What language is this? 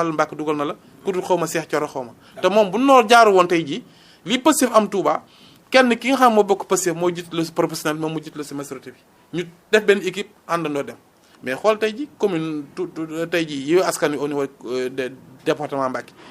Wolof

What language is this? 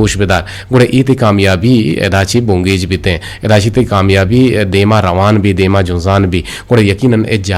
Eastern Balochi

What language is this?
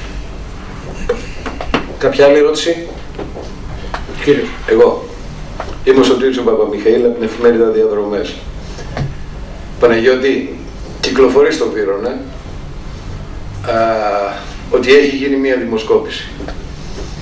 Greek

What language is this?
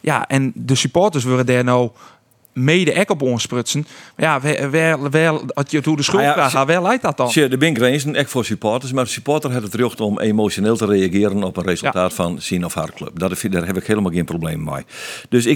Western Frisian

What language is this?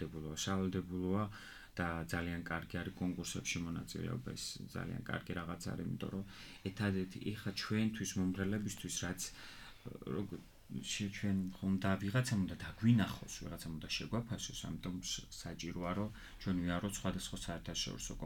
Georgian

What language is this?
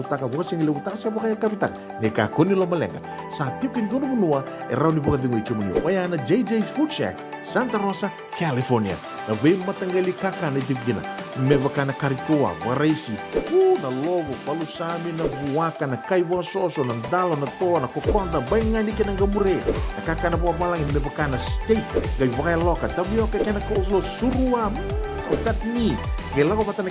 Fijian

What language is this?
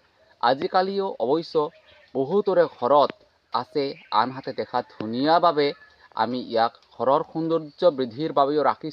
Assamese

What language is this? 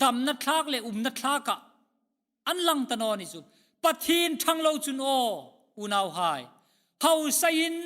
Hmar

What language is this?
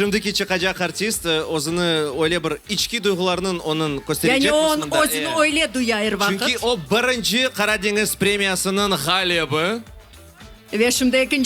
Crimean Tatar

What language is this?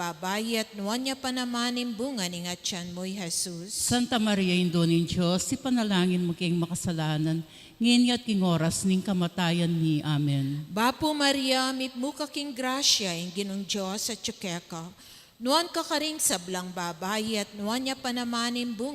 Pampanga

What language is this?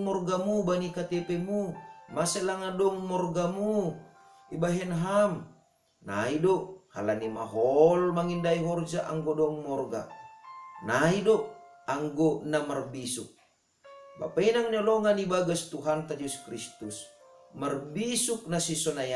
Batak Simalungun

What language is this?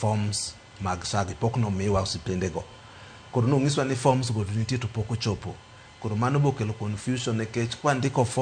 Luo (Kenya and Tanzania)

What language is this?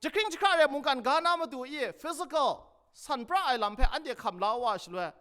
Kachin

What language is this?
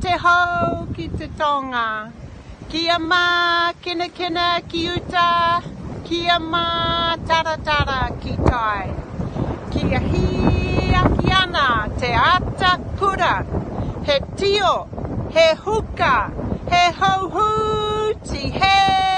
Māori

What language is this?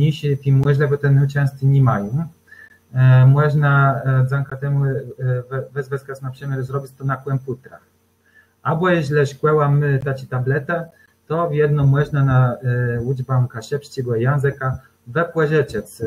Kashubian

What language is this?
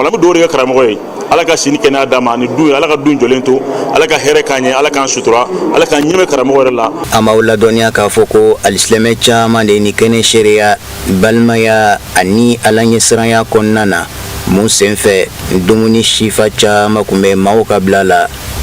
Bambara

